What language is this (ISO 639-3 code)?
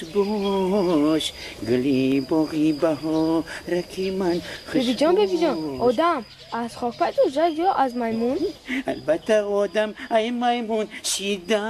tgk